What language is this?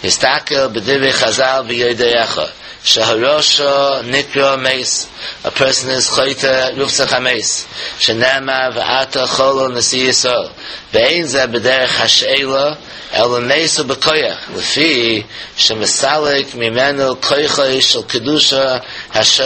Yiddish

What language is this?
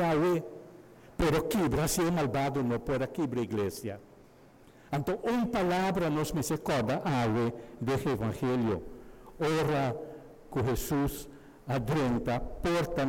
Papiamento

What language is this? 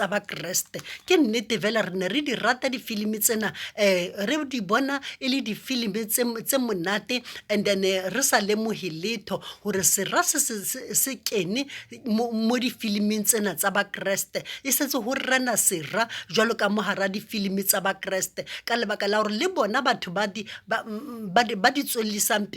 Southern Sotho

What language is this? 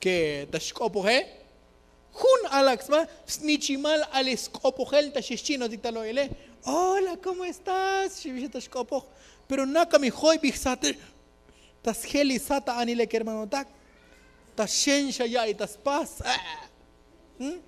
Tzotzil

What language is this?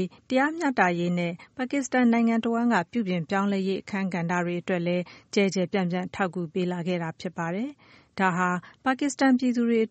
Burmese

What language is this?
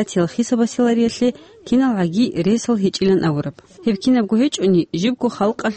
Avaric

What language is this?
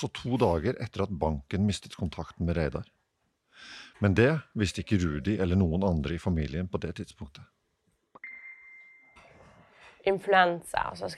Norwegian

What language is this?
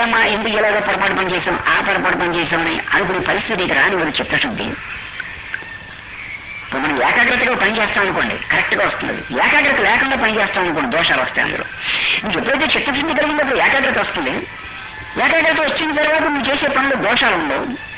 Telugu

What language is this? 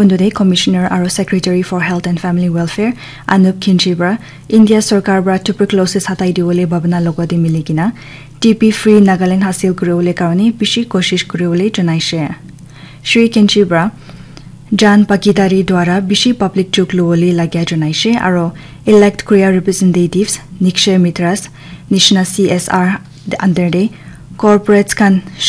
Naga Pidgin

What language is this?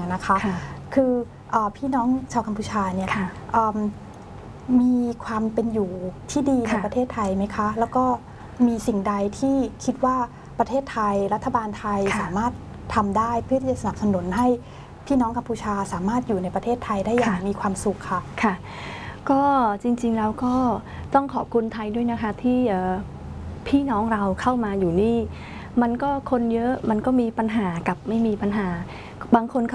Thai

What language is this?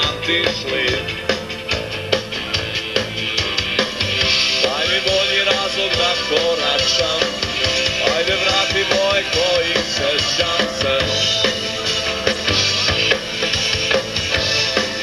Serbian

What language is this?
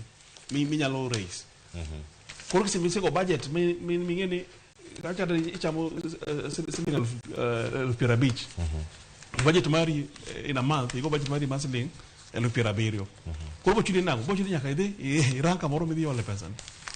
Luo (Kenya and Tanzania)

